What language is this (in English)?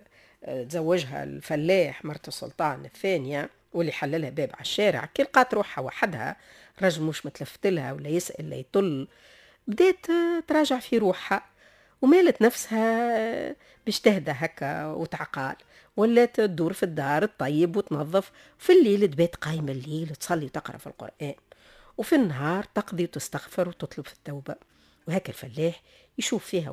Tunisian Arabic